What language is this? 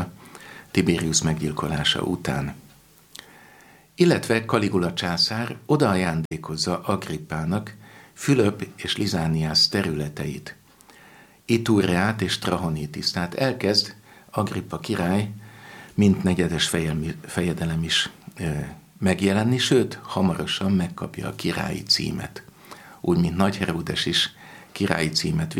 Hungarian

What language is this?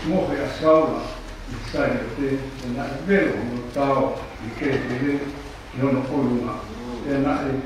Tongan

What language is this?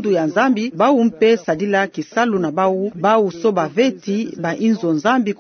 Kituba (Democratic Republic of Congo)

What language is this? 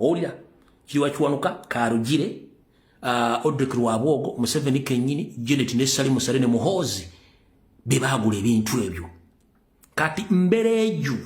Ganda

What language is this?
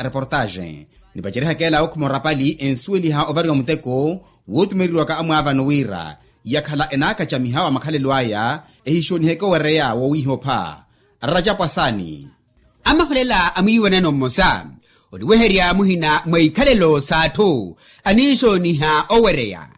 Makhuwa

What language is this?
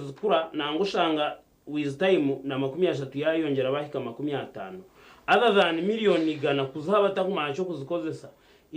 Nyankole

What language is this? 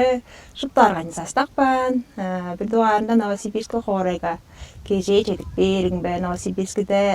Tuvinian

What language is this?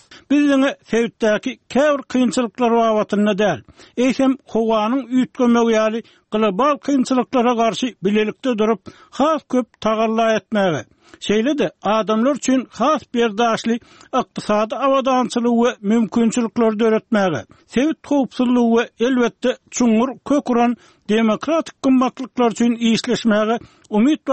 Turkmen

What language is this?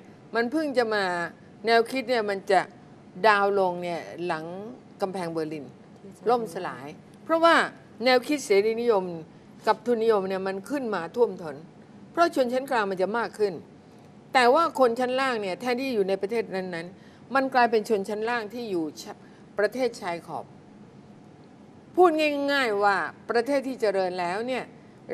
Thai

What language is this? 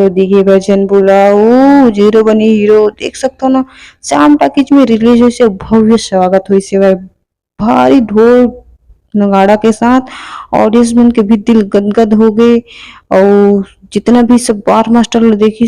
Chhattisgarhi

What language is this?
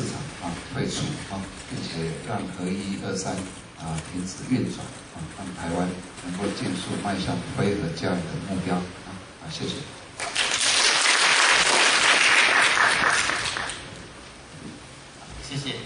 Chinese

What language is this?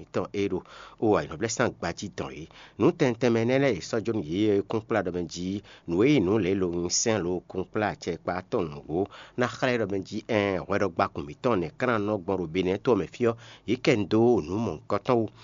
Fon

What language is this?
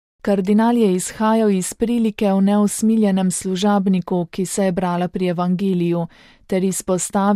Slovenian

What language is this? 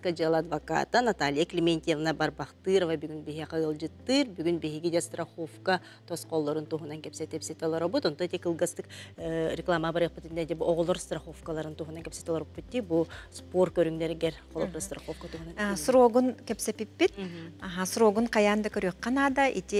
Yakut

